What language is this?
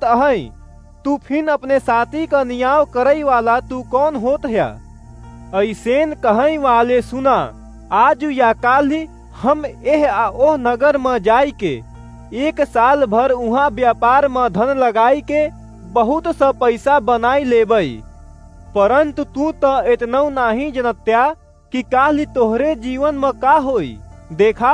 Awadhi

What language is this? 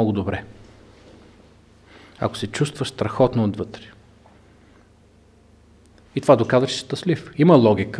Bulgarian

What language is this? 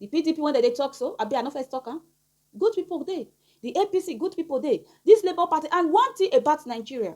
Nigerian Pidgin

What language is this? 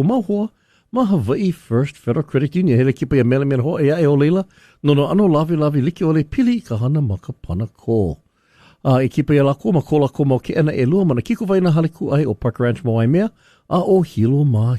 Hawaiian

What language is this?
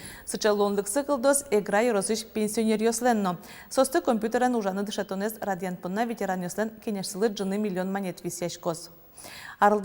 Udmurt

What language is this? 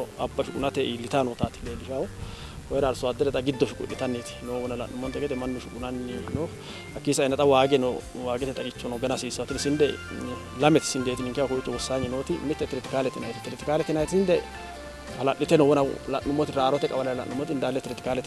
Sidamo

